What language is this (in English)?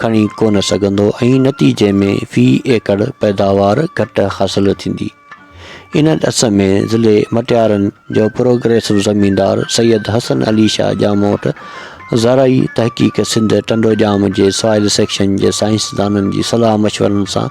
Sindhi